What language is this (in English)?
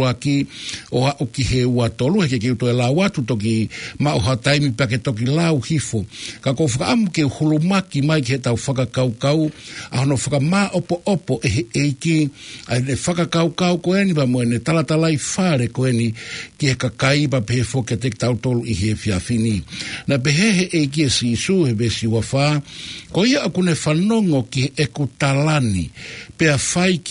Tongan